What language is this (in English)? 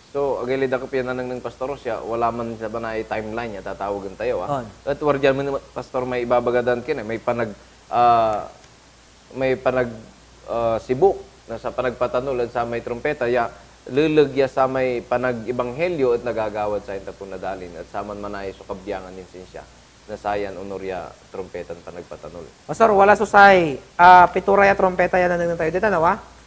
Pangasinan